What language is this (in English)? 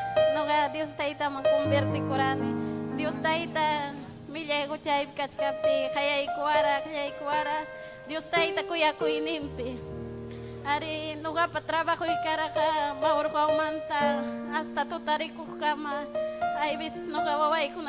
Ayacucho Quechua